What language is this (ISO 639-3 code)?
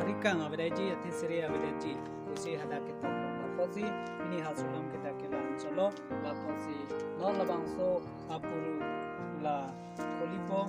mjw